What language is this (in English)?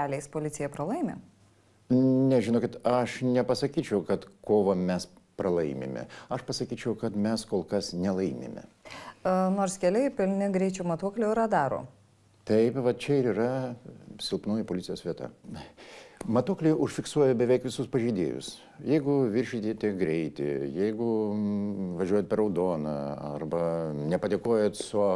Lithuanian